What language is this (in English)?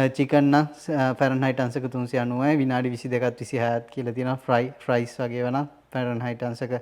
Sinhala